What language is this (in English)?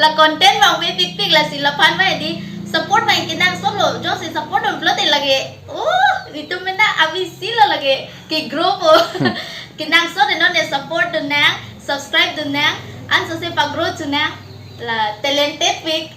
Karbi